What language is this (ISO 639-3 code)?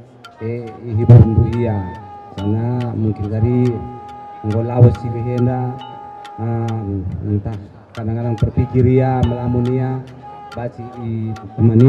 btx